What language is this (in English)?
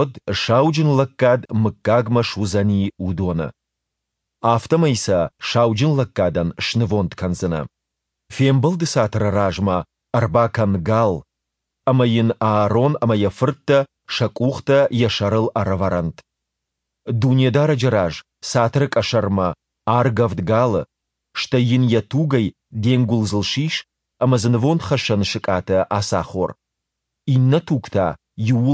Ossetic